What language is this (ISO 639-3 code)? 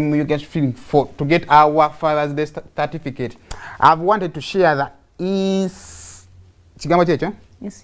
lug